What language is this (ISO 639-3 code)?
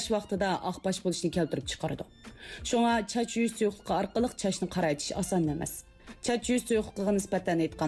uig